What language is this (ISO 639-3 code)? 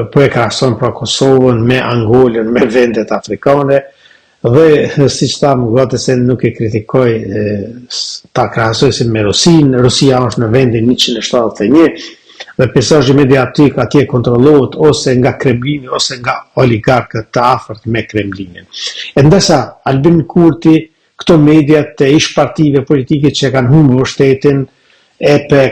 sqi